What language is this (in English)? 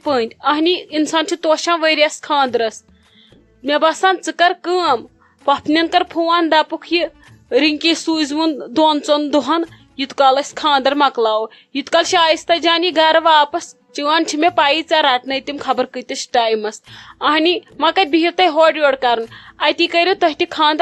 Kashmiri